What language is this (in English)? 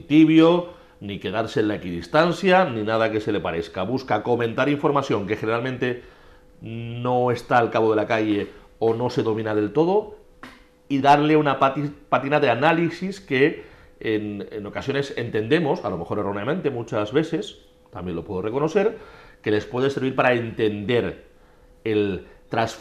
Spanish